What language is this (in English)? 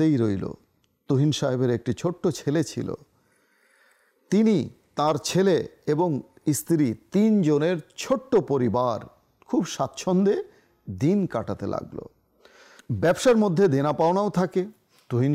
Bangla